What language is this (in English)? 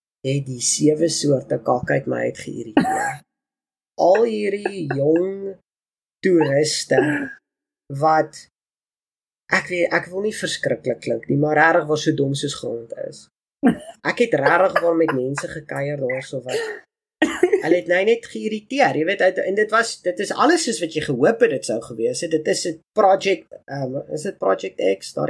Afrikaans